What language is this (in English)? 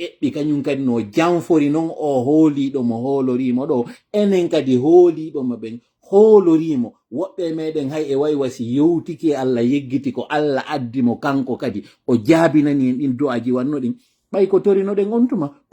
Pular